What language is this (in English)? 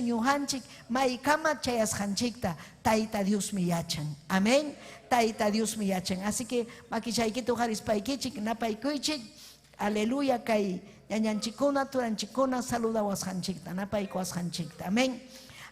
Ayacucho Quechua